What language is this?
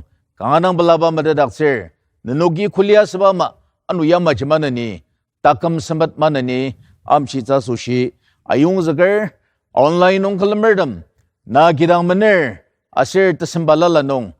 Ao Naga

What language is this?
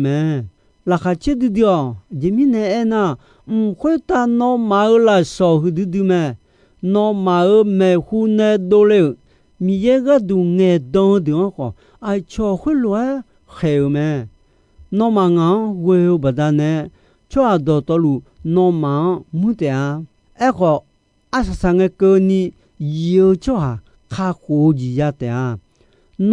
Akha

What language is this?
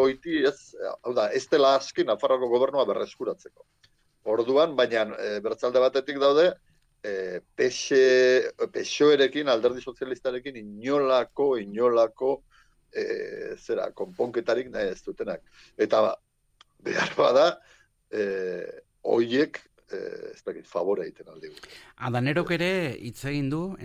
Basque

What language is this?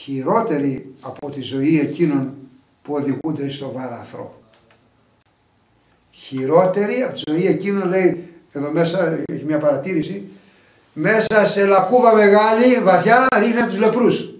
Greek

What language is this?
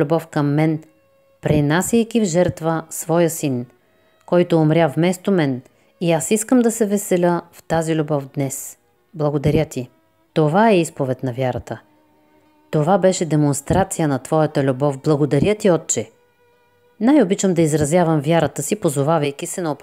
Bulgarian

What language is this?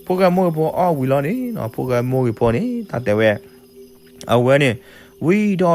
S'gaw Karen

